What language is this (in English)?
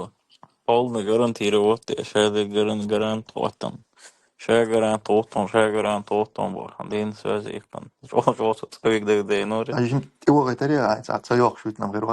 Chechen